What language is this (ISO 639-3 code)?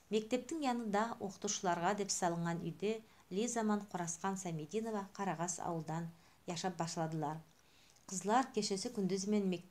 nog